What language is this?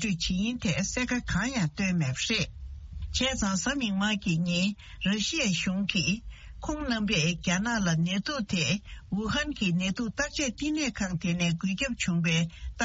Tibetan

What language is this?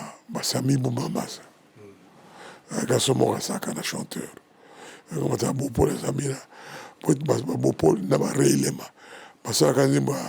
Lingala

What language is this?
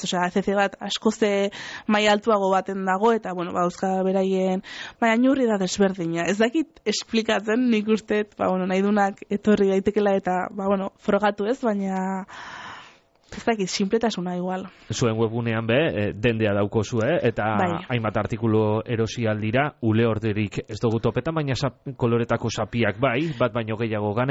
Basque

